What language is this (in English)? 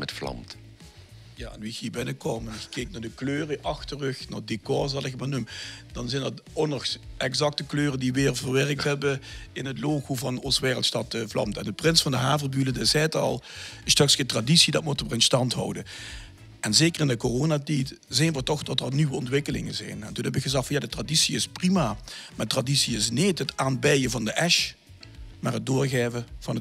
Limburgish